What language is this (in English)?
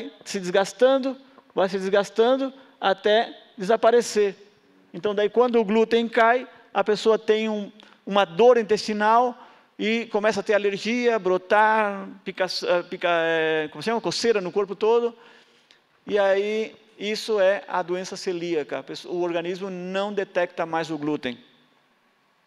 Portuguese